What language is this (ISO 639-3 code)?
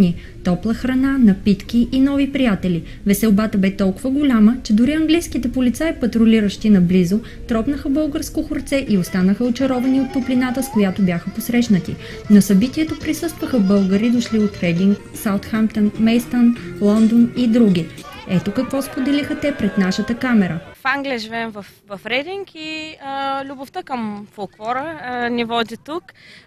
bul